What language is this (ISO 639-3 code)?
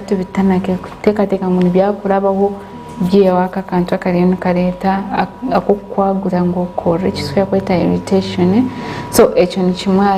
nyn